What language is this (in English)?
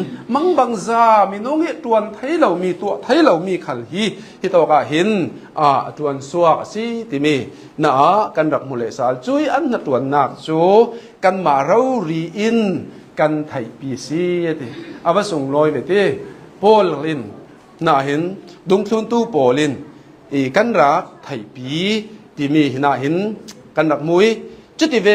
Hakha Chin